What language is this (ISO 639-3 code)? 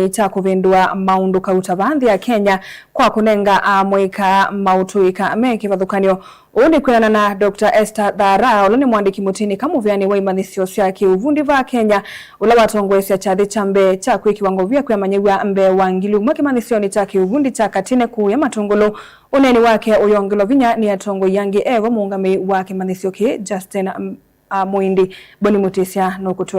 kam